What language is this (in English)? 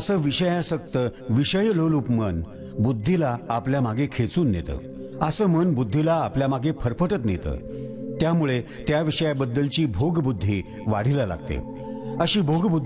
Marathi